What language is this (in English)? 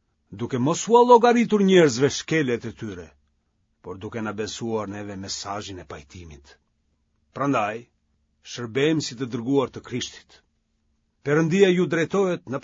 Albanian